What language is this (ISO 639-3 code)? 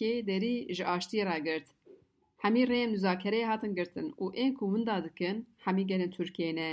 kur